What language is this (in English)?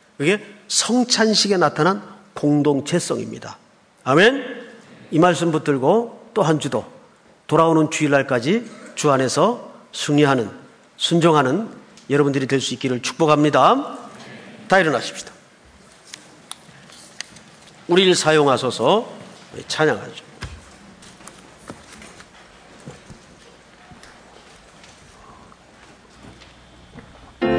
Korean